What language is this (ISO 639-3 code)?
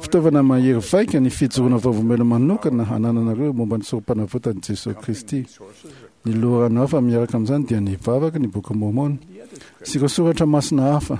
mlg